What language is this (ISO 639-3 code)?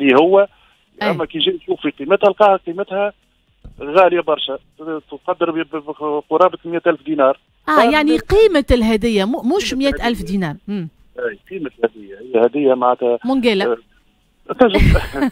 aeb